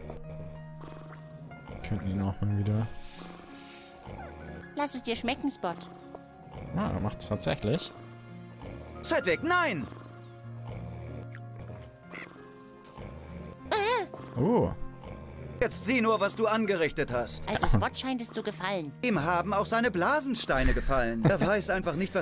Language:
German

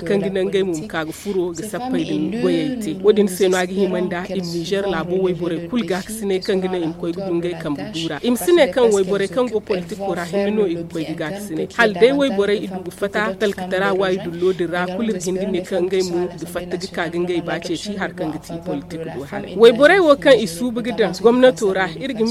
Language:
Zarma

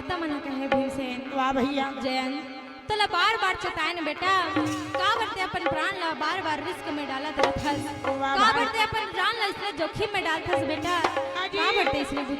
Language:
Chhattisgarhi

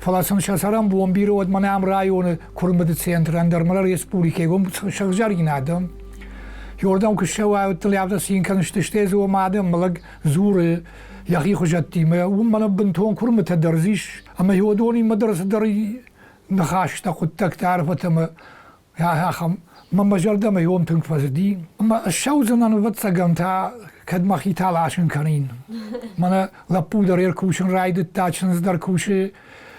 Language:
Ossetic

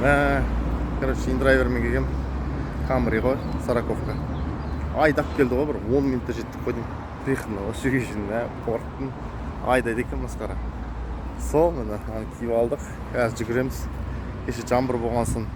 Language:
Kazakh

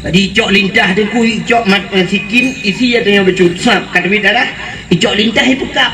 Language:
Achinese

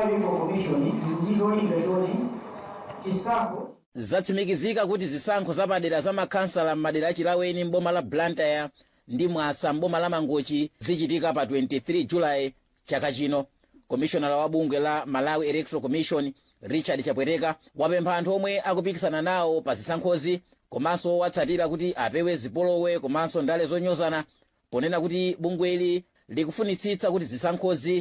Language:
Nyanja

